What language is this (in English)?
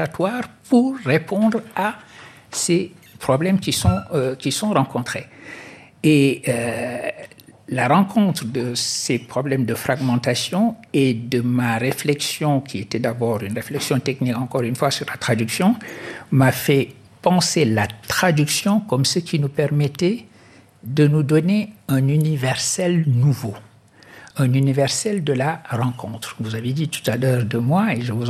French